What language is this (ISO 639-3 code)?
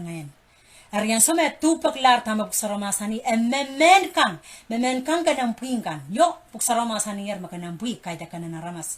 pon